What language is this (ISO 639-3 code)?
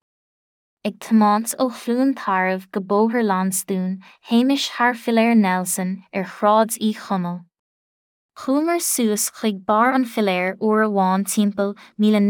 gle